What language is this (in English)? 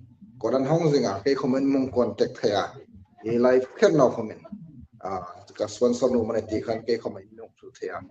Hmar